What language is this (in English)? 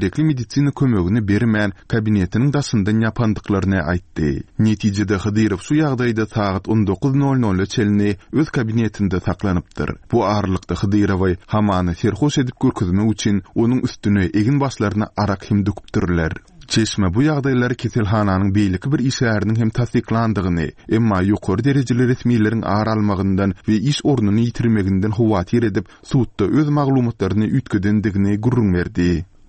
Turkmen